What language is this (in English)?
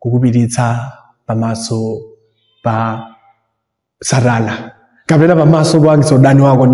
Nyanja